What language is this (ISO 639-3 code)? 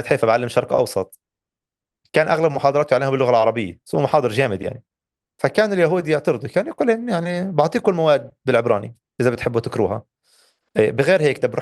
apc